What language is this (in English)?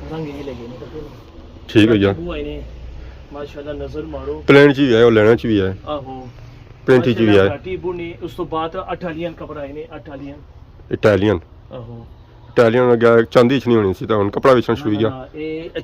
Pahari-Potwari